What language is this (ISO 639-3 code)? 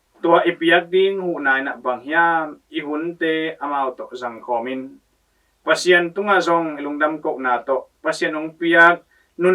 ctd